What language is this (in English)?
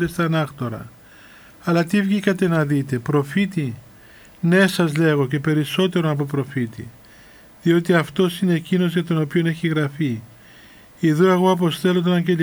Greek